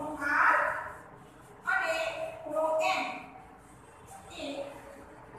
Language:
Gujarati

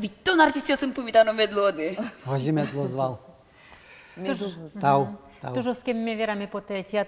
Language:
Udmurt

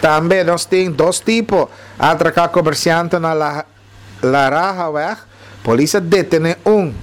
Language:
Papiamento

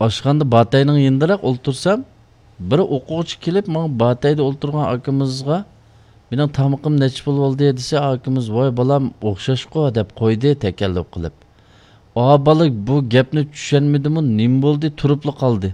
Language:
Uyghur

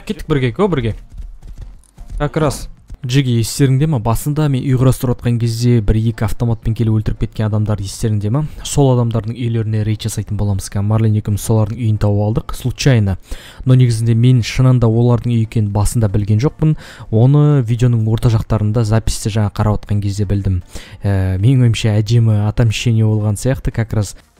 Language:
Kazakh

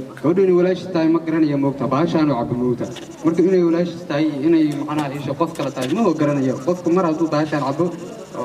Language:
Somali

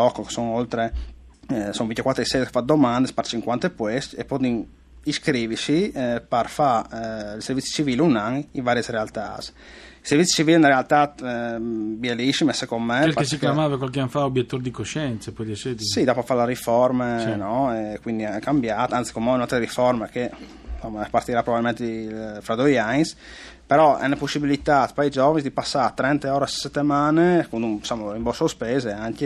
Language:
Friulian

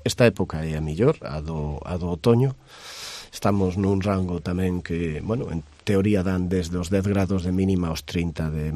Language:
Galician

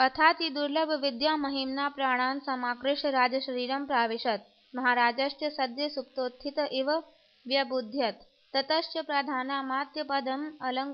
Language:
Sanskrit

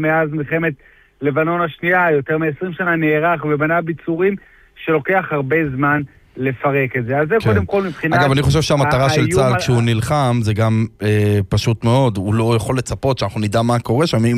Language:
Hebrew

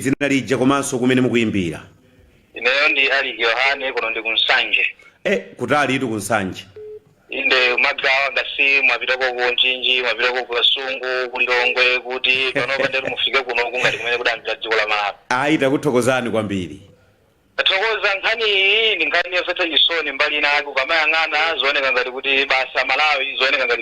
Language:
Nyanja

